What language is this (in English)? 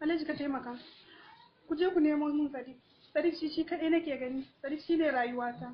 Hausa